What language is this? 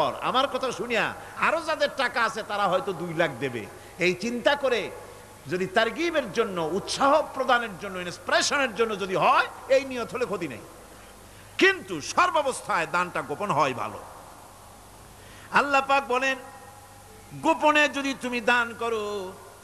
Bangla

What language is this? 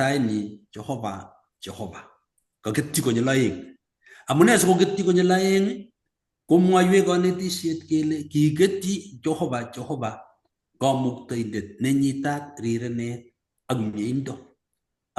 Kalenjin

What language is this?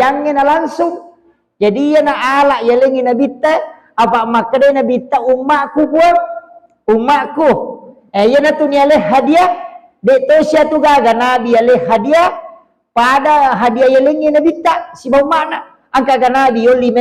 Buginese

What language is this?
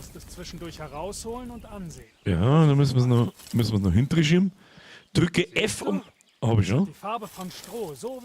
Bavarian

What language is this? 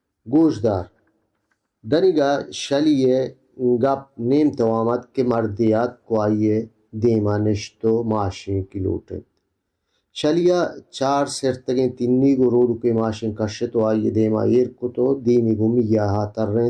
Baluchi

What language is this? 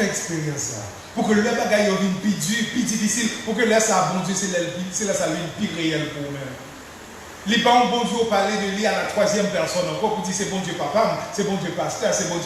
Haitian Creole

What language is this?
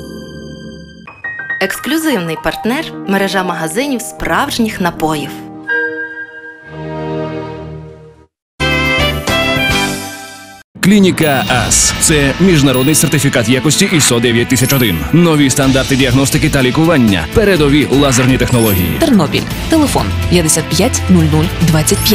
Ukrainian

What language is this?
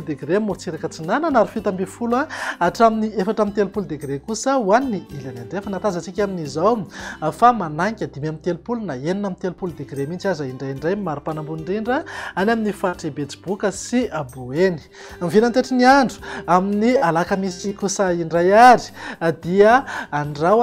Malagasy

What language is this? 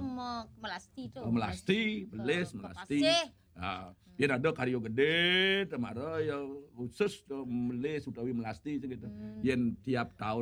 Balinese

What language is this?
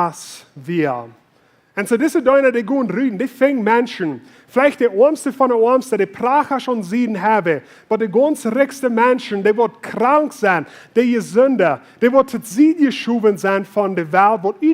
Plautdietsch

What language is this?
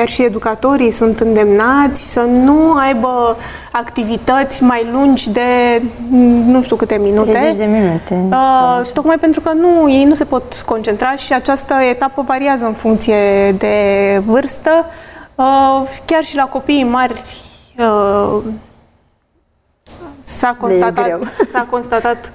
Romanian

